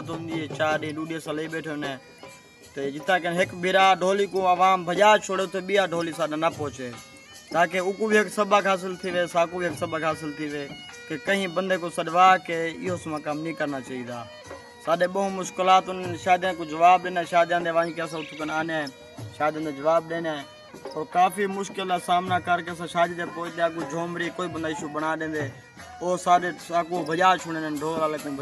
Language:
Saraiki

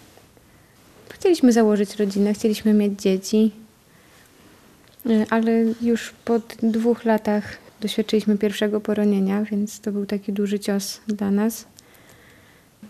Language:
Polish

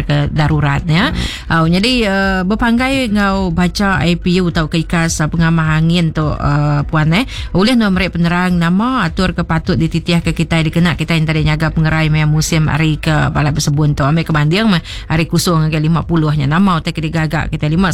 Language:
Iban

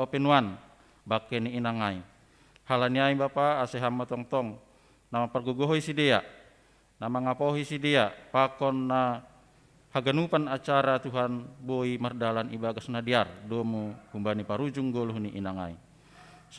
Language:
Batak Simalungun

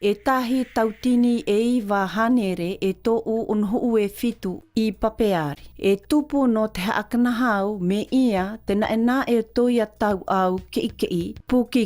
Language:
South Marquesan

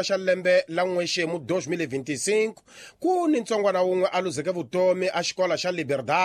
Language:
Tsonga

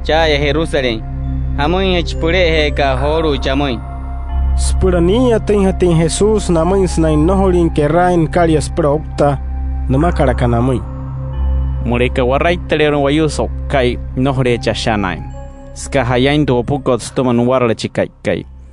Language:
Wayuu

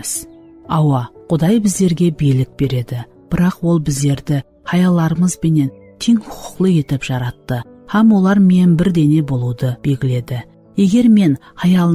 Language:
Kara-Kalpak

